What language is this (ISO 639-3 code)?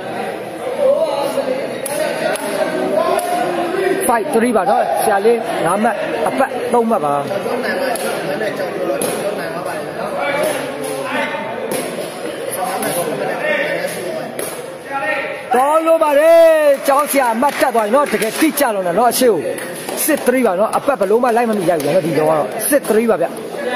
mya